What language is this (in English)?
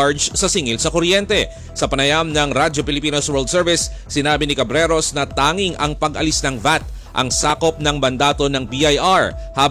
Filipino